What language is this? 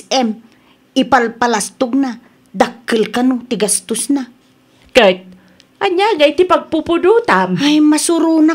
Iloko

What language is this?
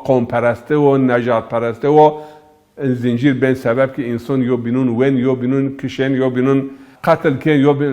Zaza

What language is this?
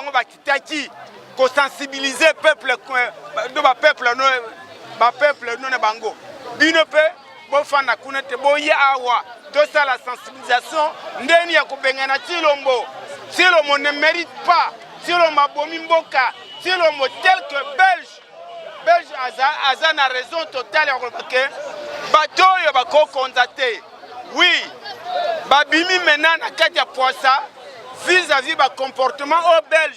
Lingala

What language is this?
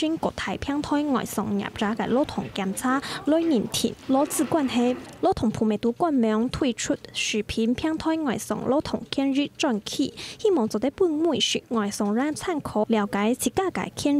Hakka Chinese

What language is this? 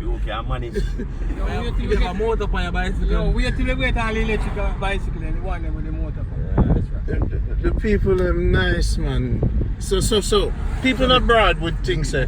Jamaican Creole English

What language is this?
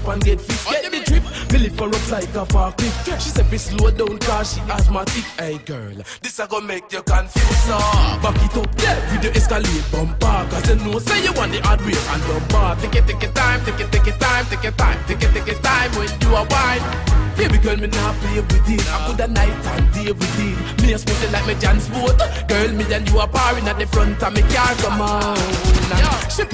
Jamaican Creole English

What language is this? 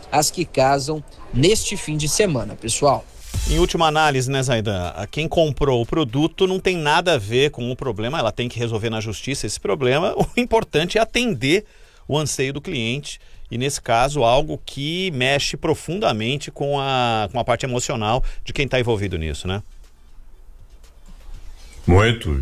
Portuguese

